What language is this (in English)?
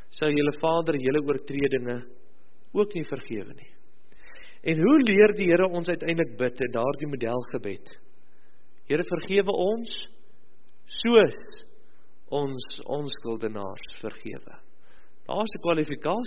Afrikaans